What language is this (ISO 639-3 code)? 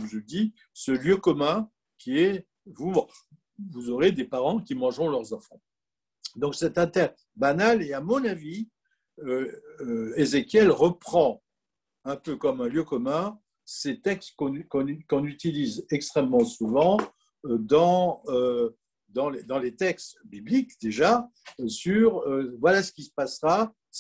fra